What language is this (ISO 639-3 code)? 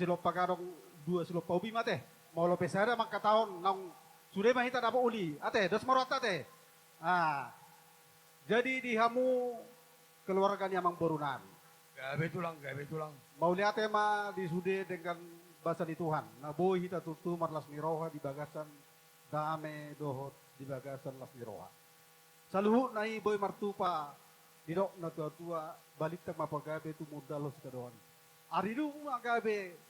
bbc